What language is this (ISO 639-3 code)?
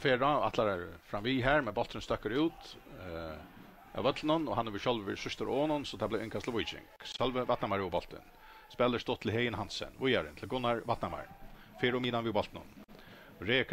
fao